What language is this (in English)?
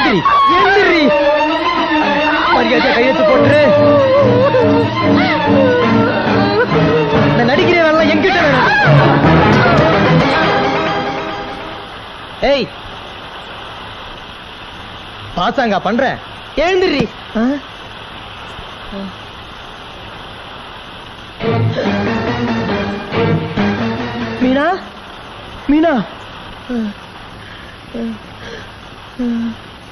Tamil